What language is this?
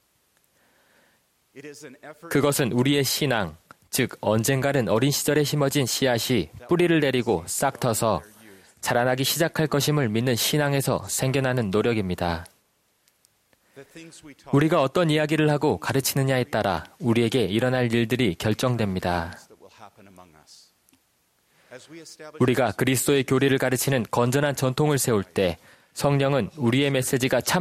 Korean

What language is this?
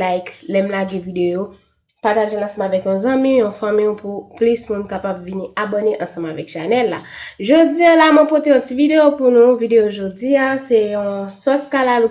Haitian Creole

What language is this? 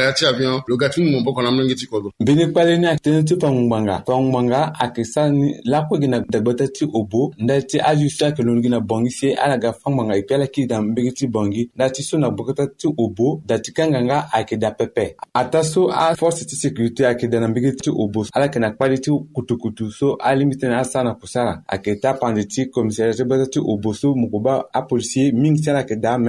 Sango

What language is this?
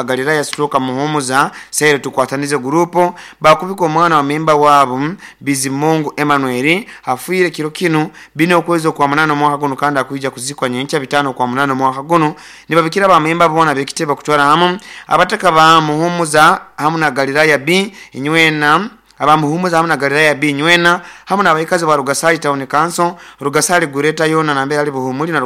Nyoro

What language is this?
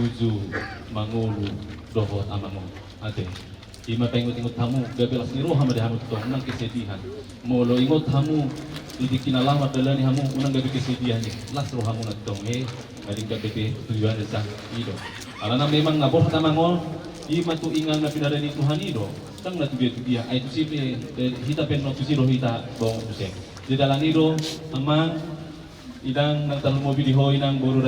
Batak Toba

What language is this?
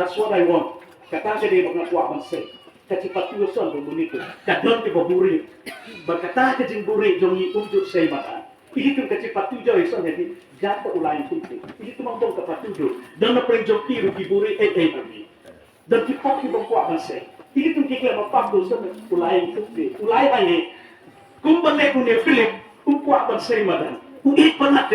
Khasi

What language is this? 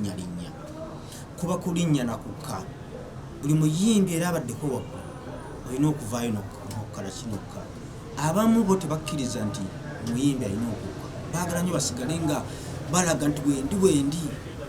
Ganda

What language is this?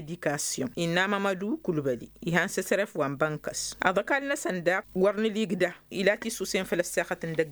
Tamasheq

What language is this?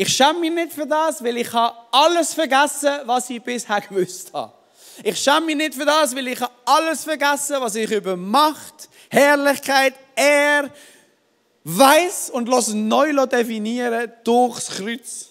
Swiss German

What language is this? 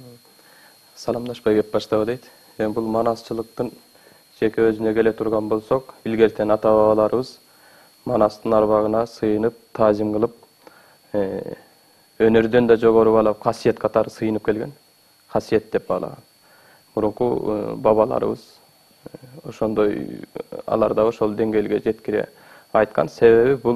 Kyrgyz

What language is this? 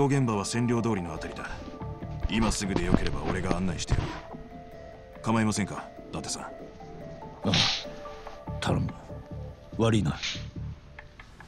Japanese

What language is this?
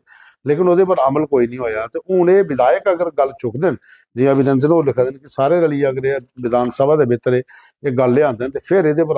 Dogri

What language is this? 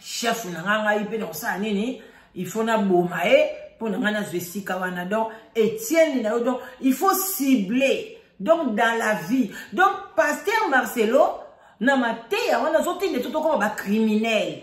Lingala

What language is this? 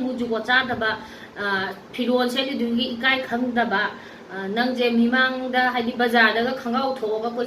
Manipuri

